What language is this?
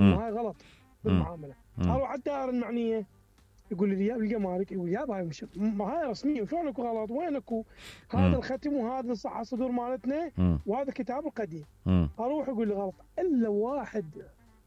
Mesopotamian Arabic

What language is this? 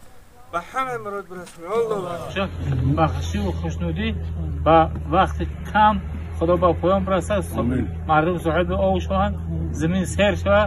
Tajik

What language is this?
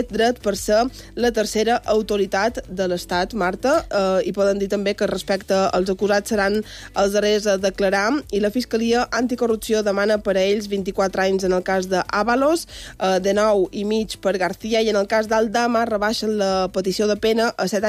Catalan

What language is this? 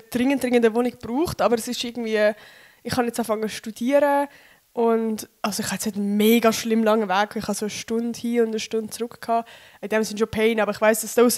Swiss German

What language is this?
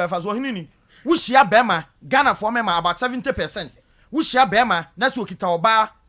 Akan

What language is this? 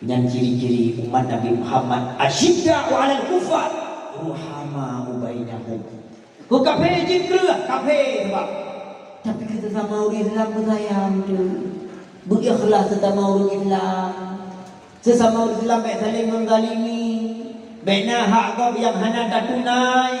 Achinese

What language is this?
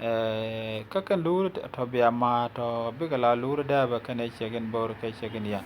Nuer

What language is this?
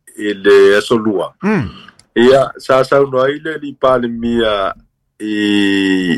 Samoan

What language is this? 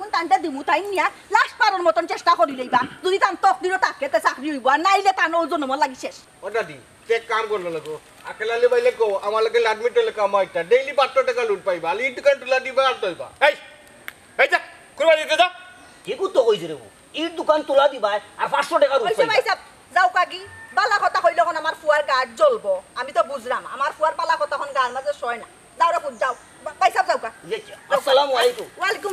Sylheti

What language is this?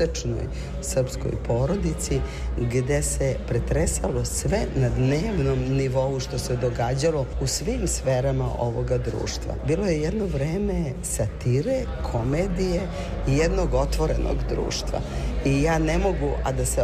Serbian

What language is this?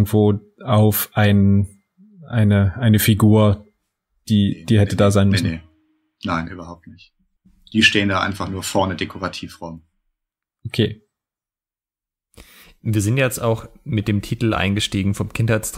German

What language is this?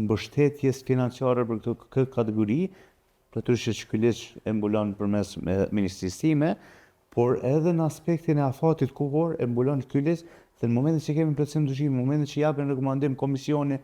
Albanian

